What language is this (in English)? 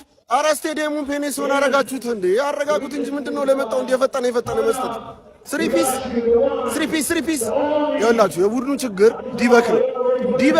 Amharic